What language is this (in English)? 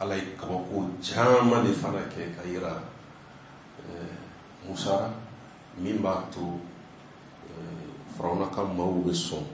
Bambara